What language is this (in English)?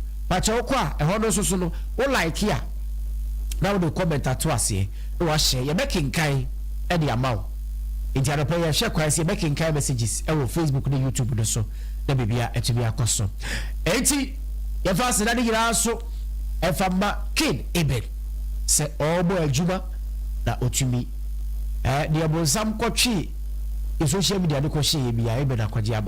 Akan